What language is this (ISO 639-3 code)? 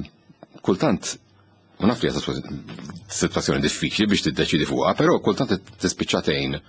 mlt